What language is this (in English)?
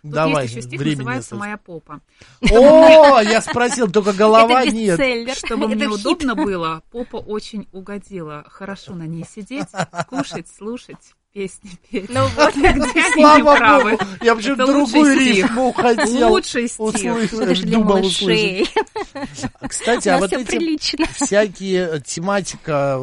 Russian